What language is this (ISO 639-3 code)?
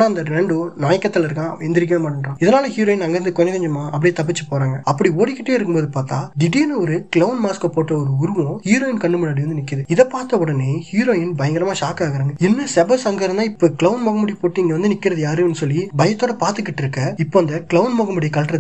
tam